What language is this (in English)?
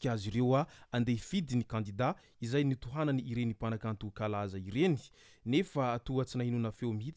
Malagasy